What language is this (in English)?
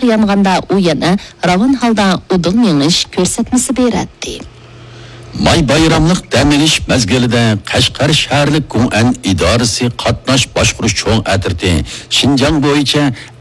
Uyghur